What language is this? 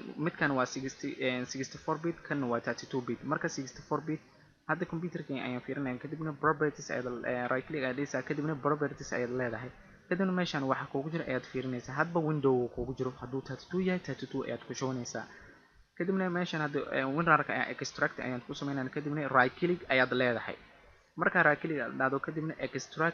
Somali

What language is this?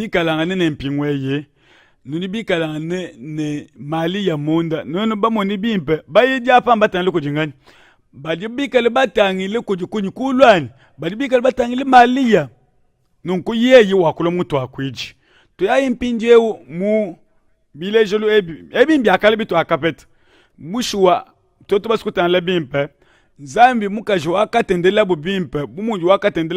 Luba-Lulua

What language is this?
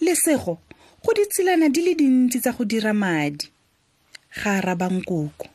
Tswana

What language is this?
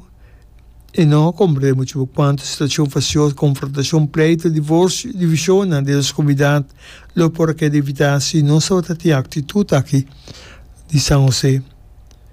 Papiamento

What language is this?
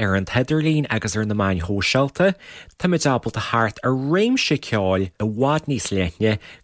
Irish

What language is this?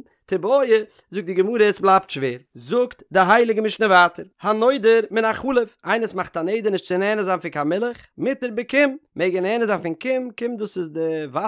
Yiddish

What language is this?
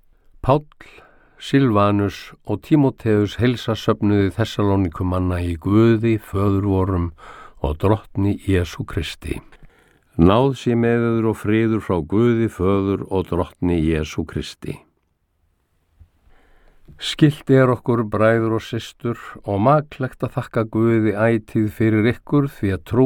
Icelandic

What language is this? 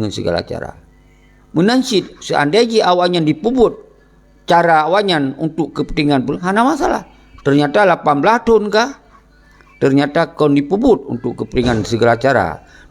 Achinese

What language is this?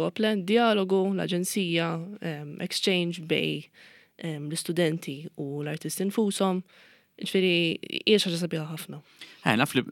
Maltese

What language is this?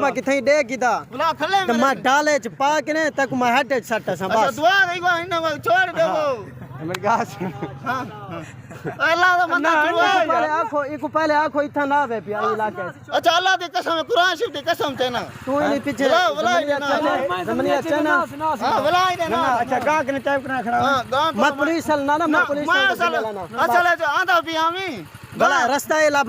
Saraiki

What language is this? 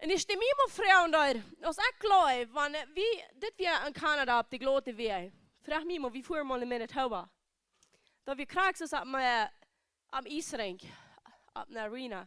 Plautdietsch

